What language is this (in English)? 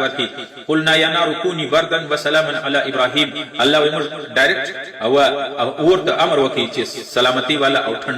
Pashto